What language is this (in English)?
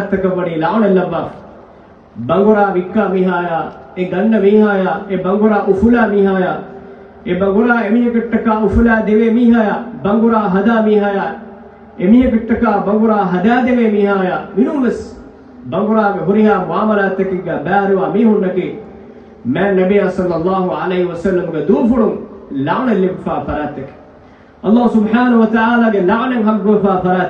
Divehi